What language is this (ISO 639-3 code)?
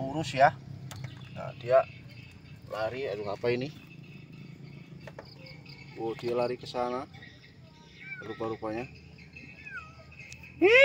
ind